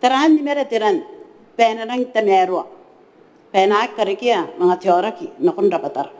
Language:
Gilbertese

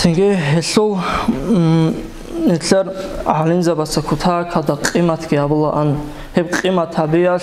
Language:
Avaric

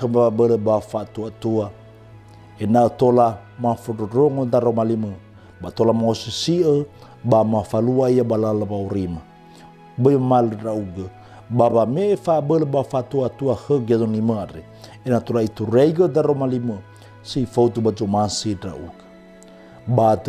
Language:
Nias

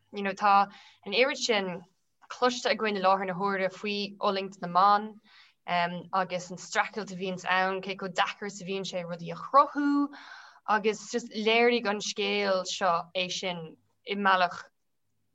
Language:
Irish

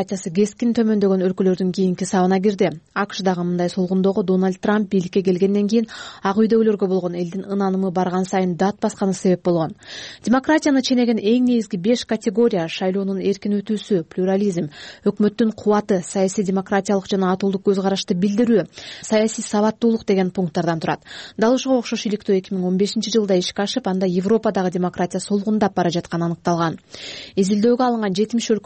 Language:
Kyrgyz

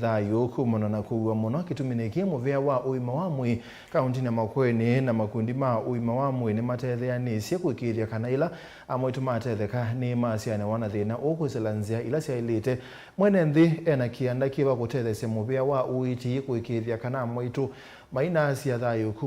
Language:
Kamba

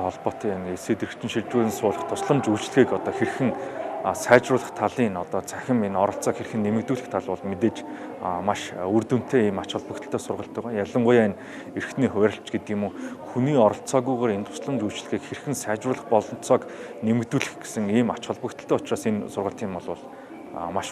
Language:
Mongolian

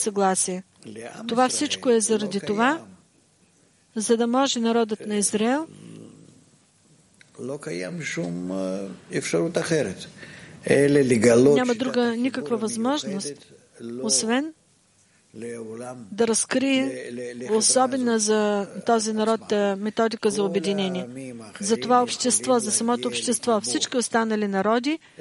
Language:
Bulgarian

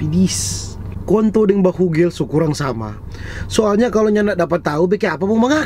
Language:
Manado Malay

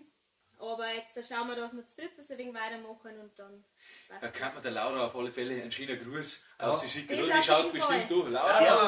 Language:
Bavarian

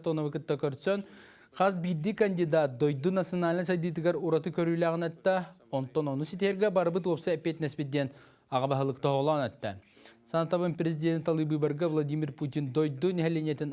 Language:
Yakut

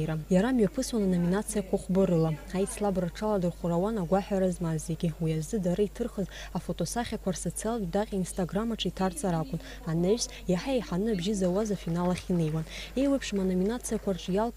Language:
Abkhazian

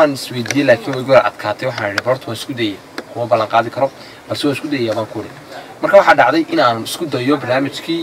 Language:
Somali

